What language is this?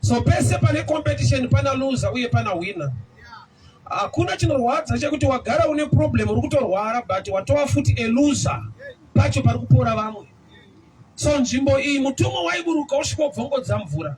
Shona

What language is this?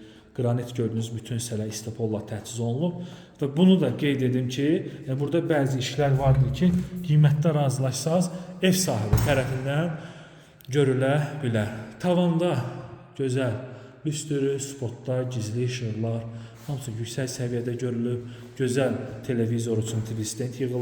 Azerbaijani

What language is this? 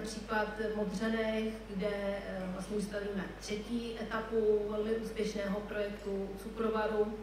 Czech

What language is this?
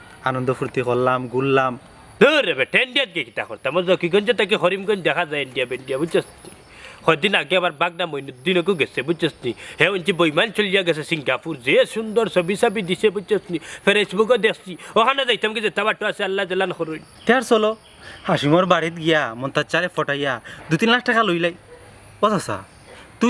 Sylheti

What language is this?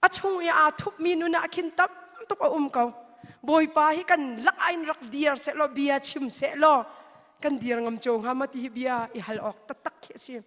Hakha Chin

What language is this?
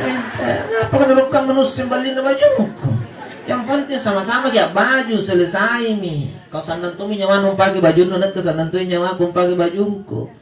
Makasar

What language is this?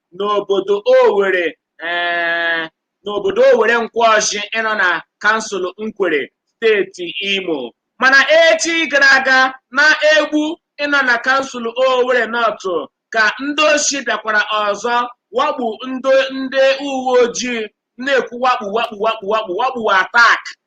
Igbo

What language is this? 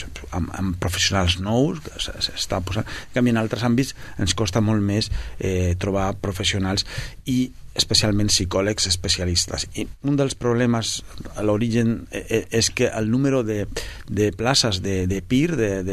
Catalan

